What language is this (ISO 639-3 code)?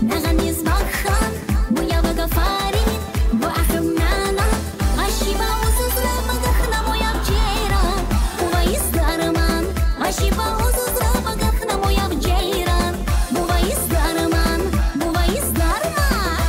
tab